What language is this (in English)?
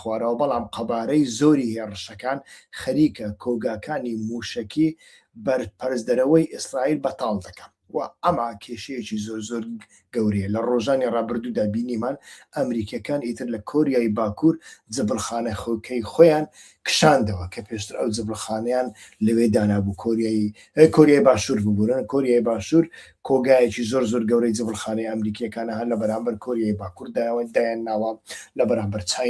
Central Kurdish